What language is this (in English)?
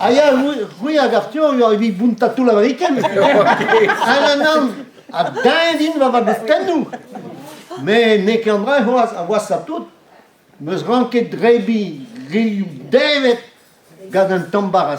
Breton